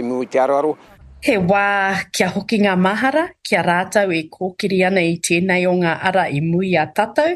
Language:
Māori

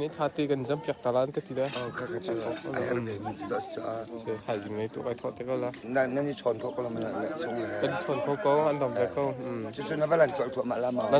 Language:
Hakha Chin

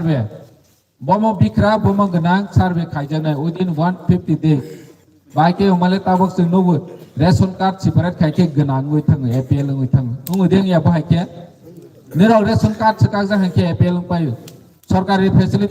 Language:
Kok Borok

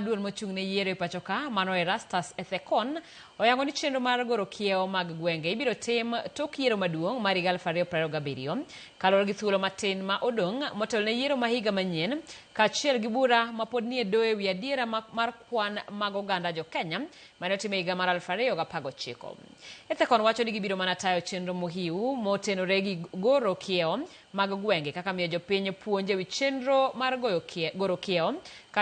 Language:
Luo (Kenya and Tanzania)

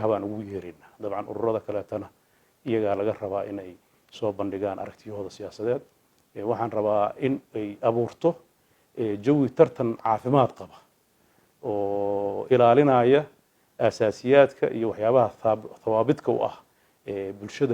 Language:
Somali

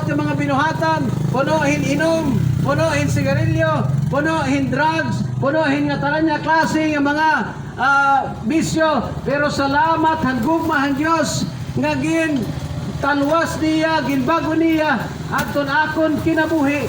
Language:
Waray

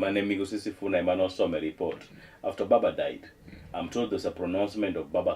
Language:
Luo (Kenya and Tanzania)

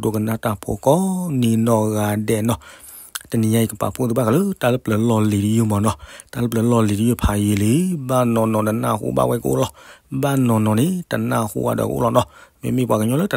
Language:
S'gaw Karen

